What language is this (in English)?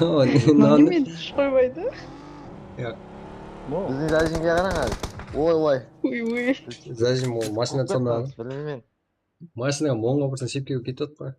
Kara-Kalpak